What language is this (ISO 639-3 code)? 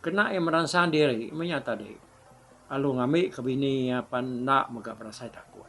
iba